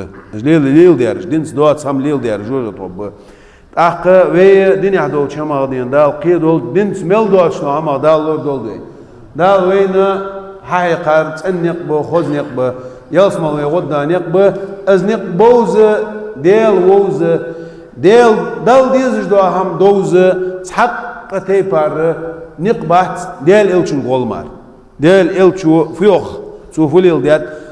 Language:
Ingush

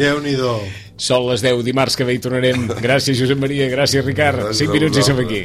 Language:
Catalan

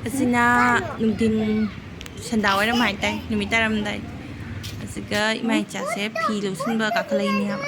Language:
Manipuri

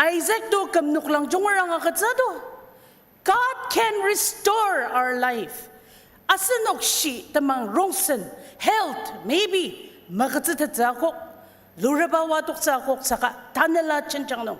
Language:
Ao Naga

